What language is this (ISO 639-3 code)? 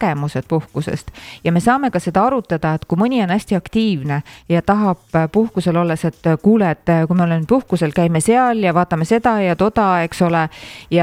est